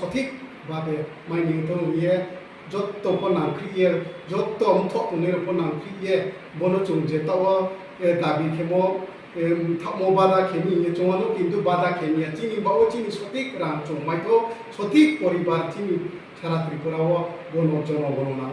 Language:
Riang (India)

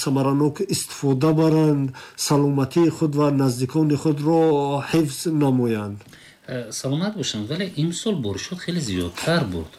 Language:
Tajik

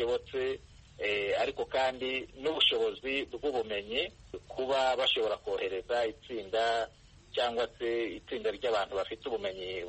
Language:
Kinyarwanda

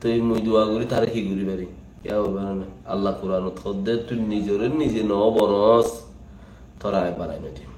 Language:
Rohingya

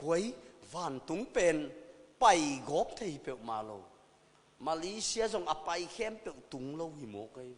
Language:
Tedim Chin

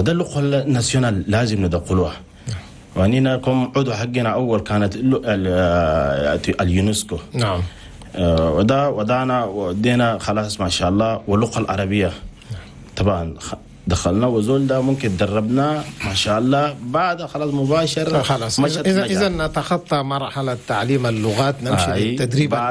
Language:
Chadian Arabic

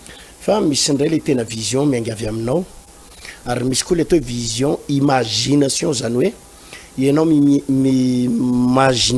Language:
Malagasy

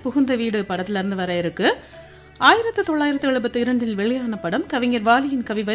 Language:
Tamil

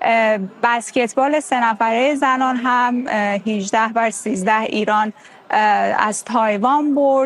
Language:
Persian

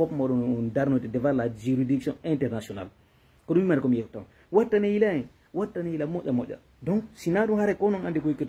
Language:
Fula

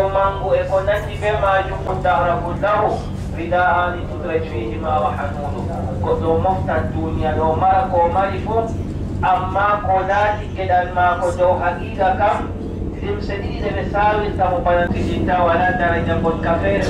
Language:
Adamawa Fulfulde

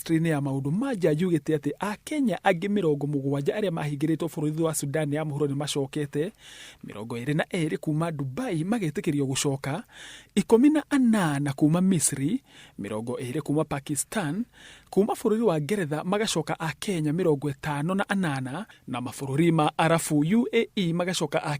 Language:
Kikuyu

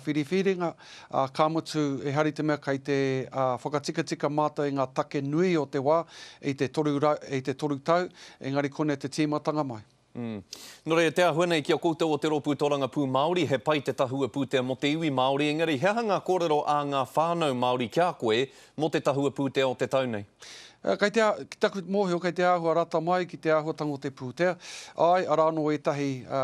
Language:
Māori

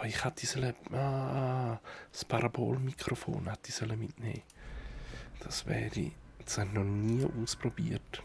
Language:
Swiss German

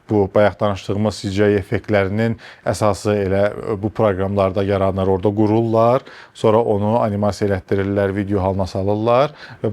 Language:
Azerbaijani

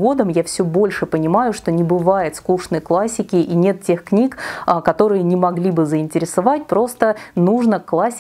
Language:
Russian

